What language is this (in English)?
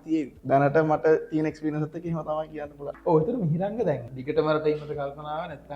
Sinhala